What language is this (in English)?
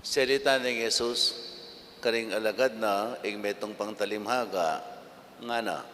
Pampanga